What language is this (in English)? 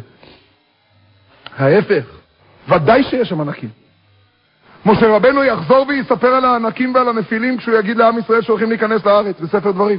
Hebrew